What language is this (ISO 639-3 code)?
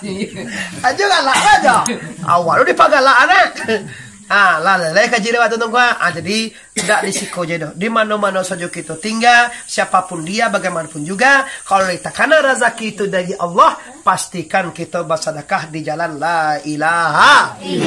min